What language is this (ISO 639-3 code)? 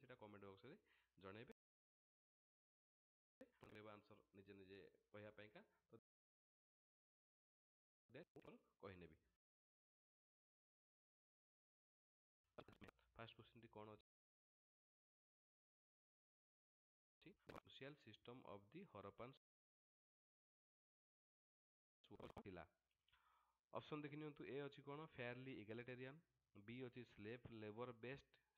ori